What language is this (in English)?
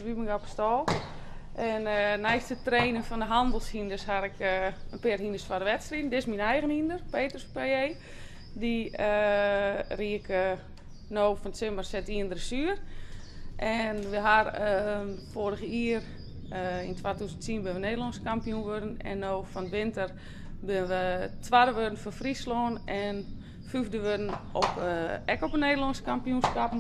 Western Frisian